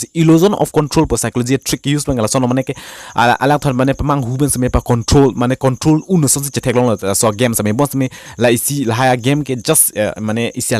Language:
Karbi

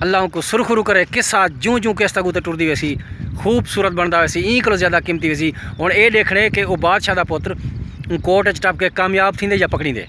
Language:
Saraiki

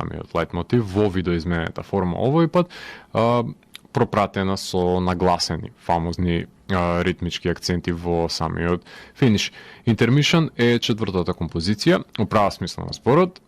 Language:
Macedonian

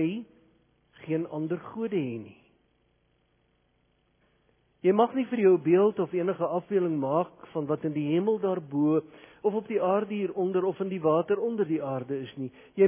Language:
Afrikaans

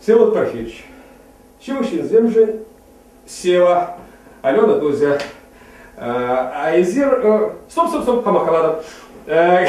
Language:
Chuvash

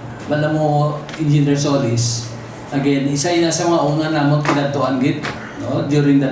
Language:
Hiligaynon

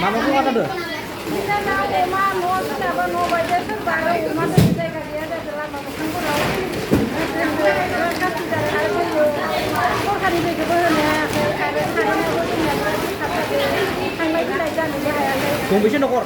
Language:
Bodo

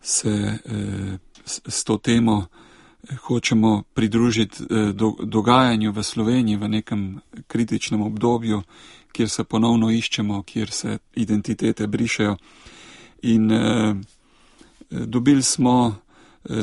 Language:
Slovenian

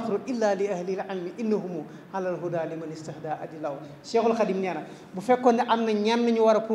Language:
Wolof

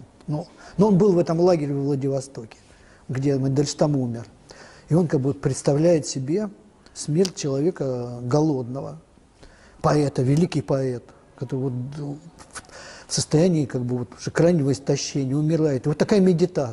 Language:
Russian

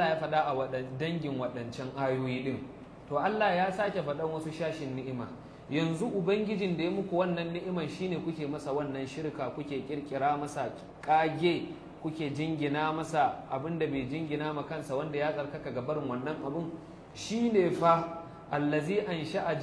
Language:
Hausa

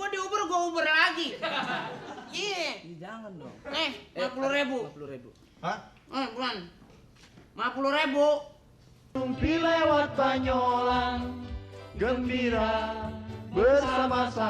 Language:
Betawi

